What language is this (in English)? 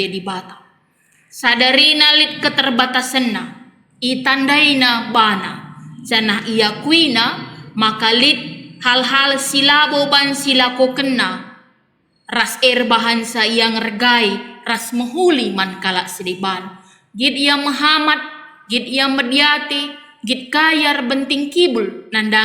Batak Karo